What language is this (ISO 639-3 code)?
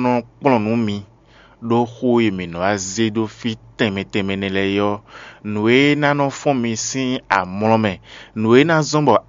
fon